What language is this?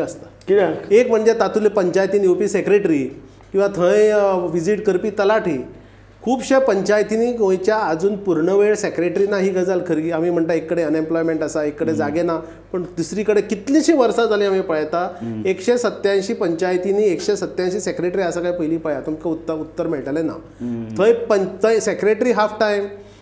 Konkani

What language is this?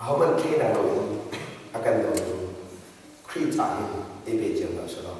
Hakha Chin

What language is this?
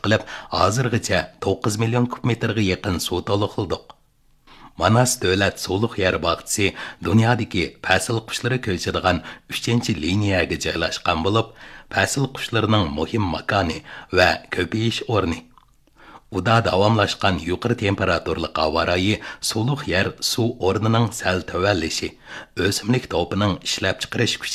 Uyghur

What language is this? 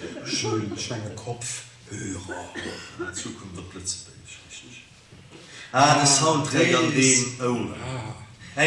Luxembourgish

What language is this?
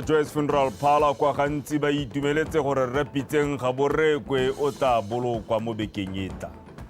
Tswana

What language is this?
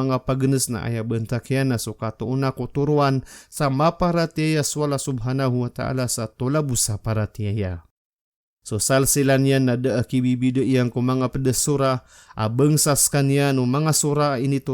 Maranao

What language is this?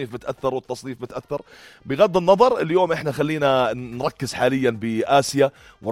North Levantine Arabic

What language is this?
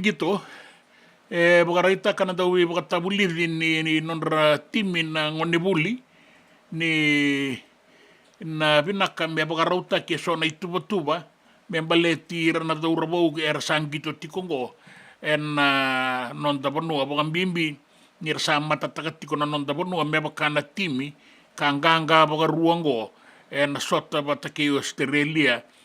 Fijian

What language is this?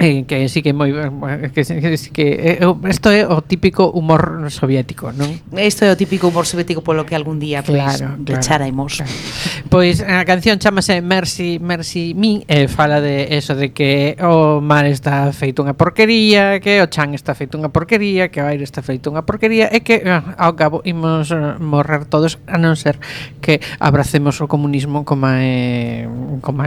Galician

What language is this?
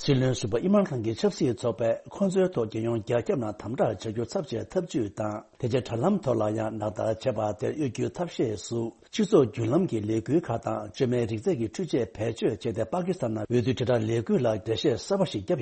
Tibetan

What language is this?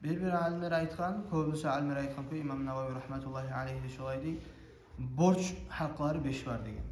Kumyk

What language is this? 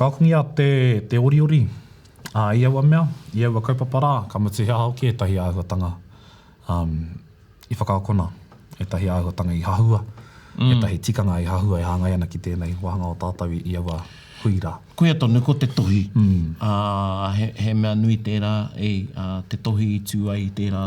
Māori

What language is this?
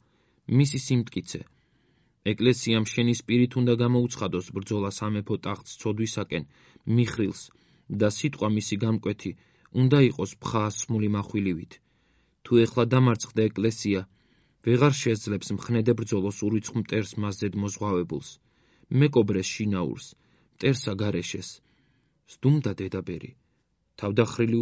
Georgian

